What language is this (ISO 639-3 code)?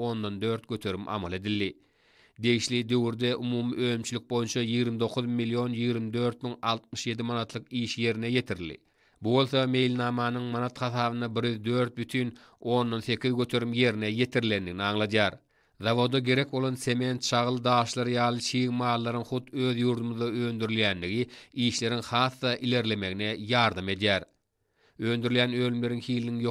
tuk